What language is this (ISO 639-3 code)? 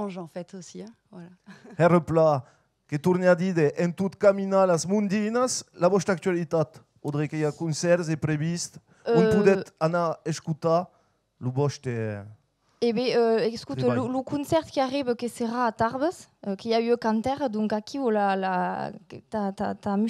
oci